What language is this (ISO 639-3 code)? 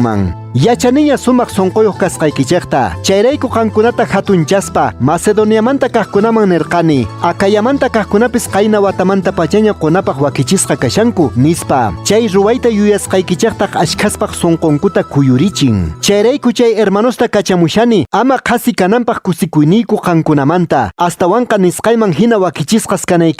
que